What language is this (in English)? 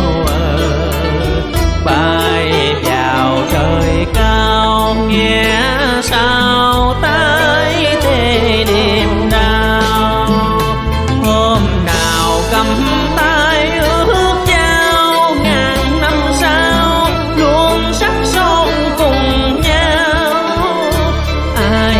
Vietnamese